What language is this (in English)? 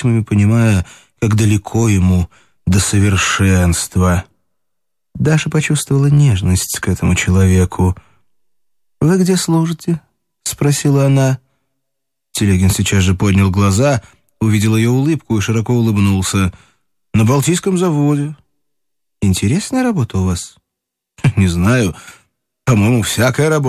Russian